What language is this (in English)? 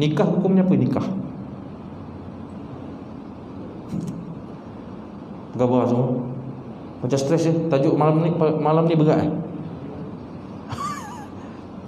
Malay